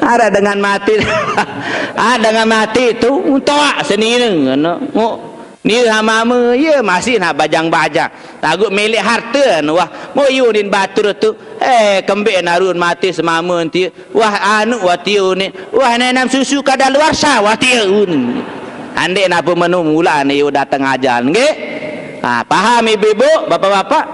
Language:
Sasak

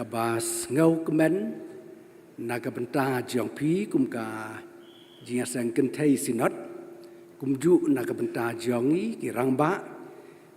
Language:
Khasi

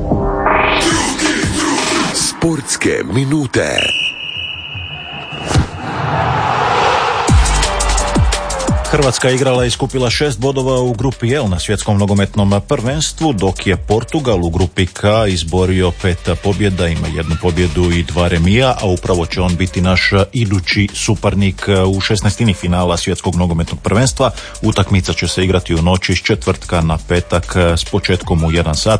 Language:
Croatian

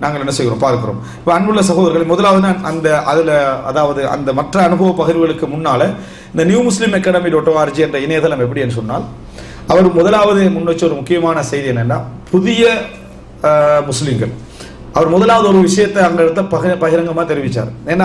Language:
Tamil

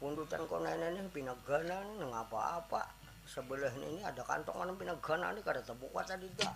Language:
Banjar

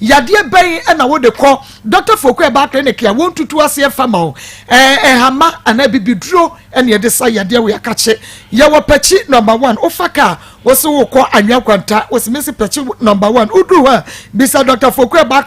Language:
Akan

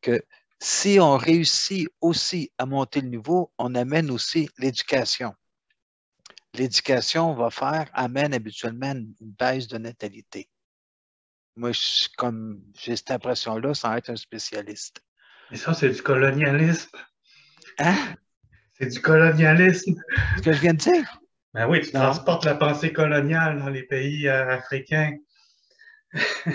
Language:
French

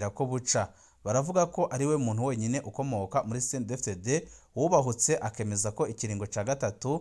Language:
Rundi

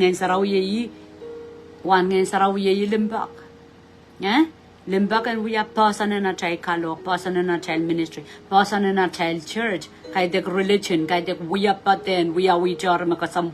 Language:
Pohnpeian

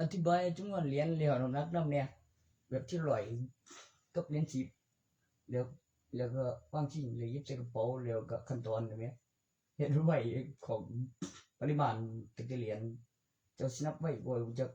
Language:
Northeastern Thai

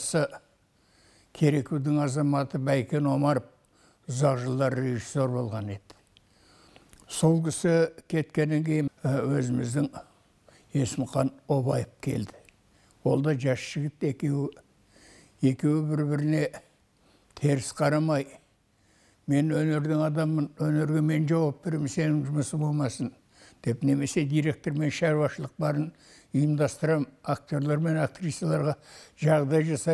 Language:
Kazakh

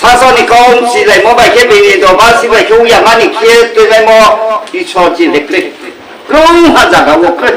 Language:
Riang (India)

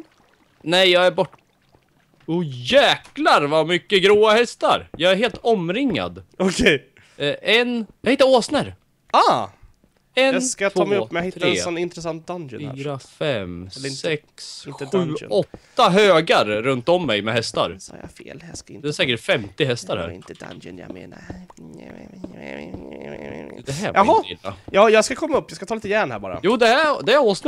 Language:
Swedish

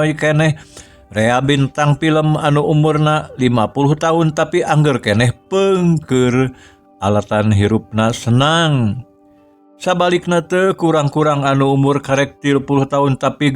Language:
Sundanese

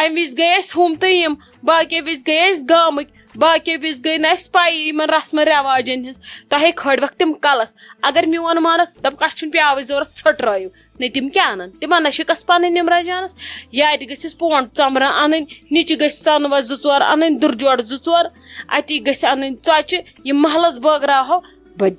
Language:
Kashmiri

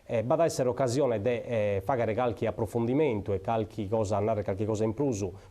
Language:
Sardinian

